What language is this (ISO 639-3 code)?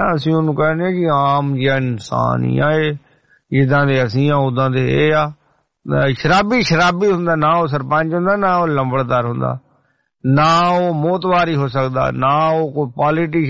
pan